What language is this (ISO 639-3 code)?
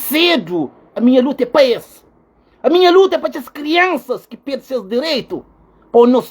kea